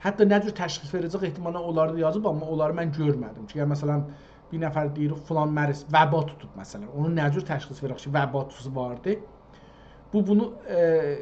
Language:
South Azerbaijani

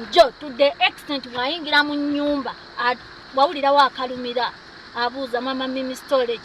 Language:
Ganda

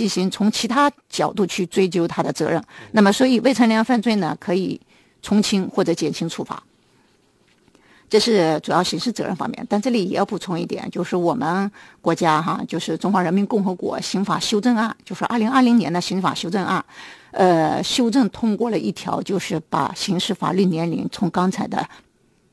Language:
Chinese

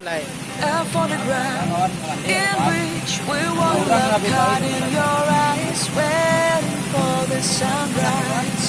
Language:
Minangkabau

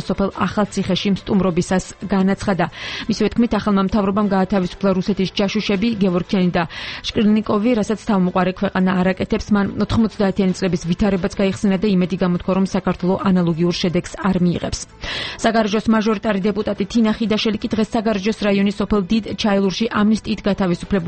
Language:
Georgian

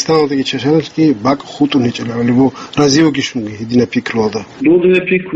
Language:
Avaric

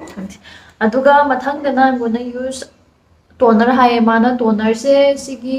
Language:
Manipuri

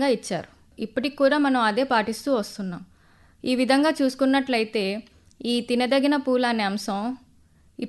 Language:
Telugu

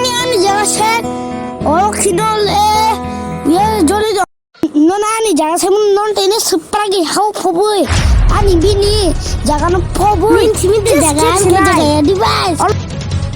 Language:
Kok Borok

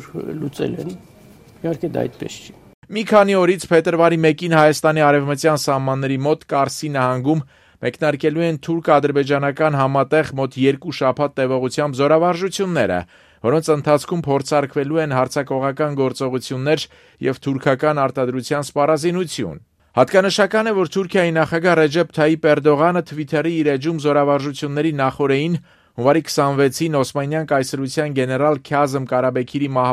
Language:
Armenian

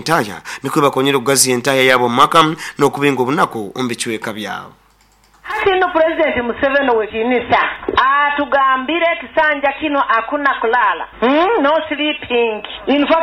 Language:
Nyoro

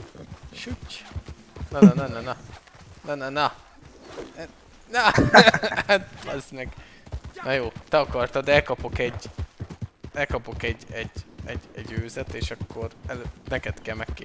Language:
Hungarian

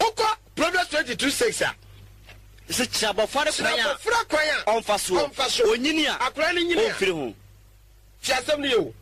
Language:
Akan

